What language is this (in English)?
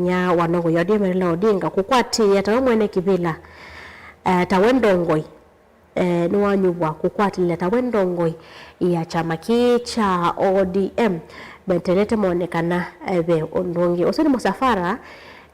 Kamba